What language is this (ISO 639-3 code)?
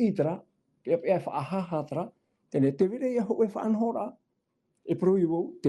tah